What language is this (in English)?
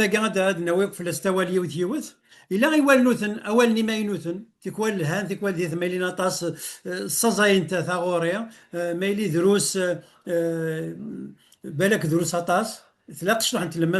Kabyle